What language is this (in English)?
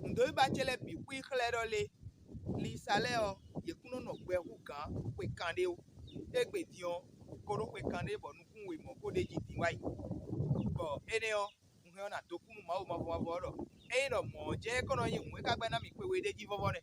Fon